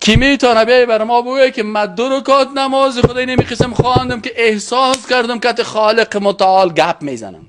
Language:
Persian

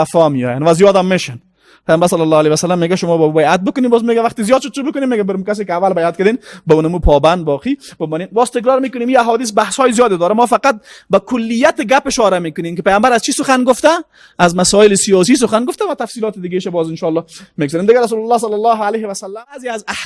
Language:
Persian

